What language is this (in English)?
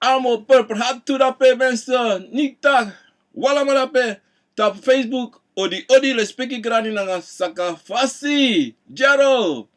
Sranan Tongo